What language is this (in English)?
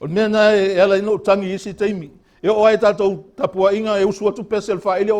Samoan